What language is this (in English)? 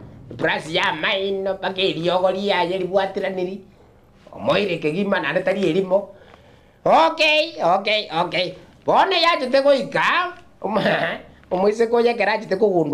Gusii